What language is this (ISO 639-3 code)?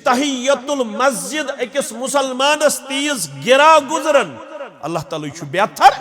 kas